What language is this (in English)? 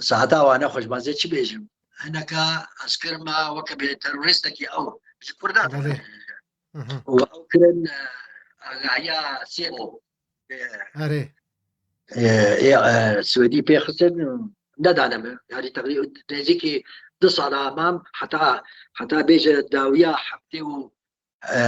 Kurdish